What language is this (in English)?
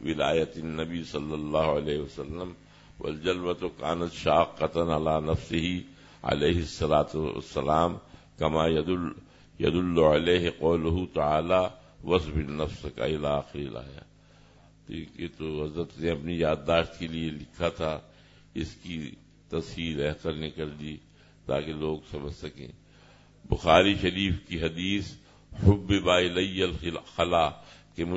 Urdu